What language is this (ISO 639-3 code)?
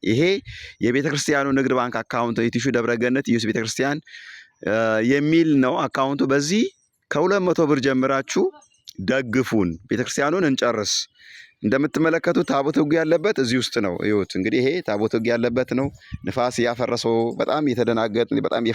amh